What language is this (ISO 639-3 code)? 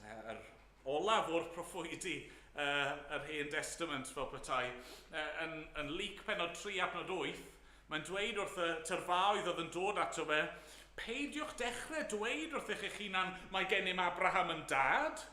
cym